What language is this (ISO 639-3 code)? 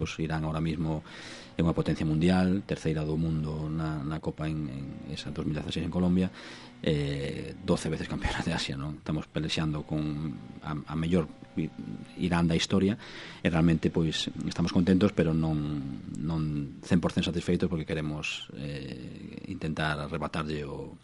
glg